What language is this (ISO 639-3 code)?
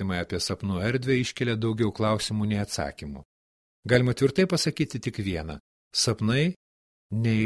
lit